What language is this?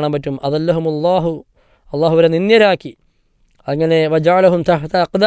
Malayalam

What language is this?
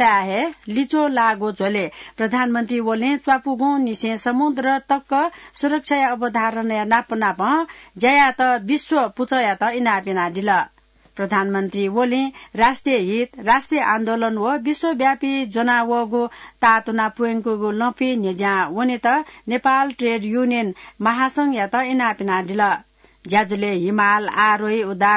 Newari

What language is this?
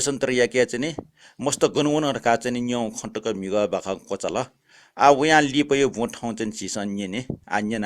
Newari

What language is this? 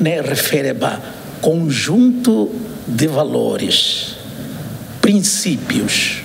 Tetum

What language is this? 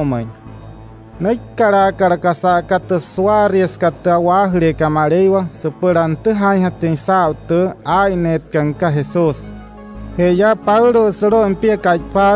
Wayuu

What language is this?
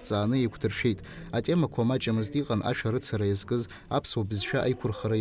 Abkhazian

